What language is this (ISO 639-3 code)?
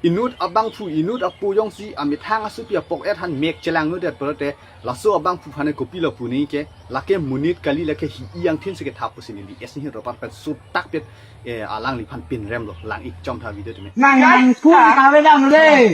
mjw